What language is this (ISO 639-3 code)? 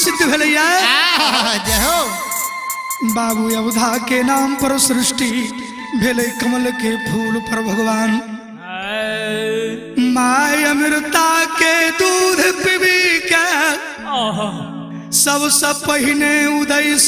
bho